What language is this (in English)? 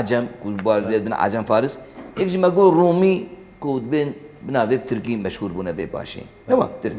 Kurdish